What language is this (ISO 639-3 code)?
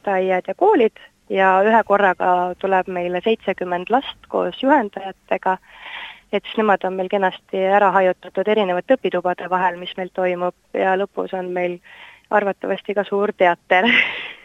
est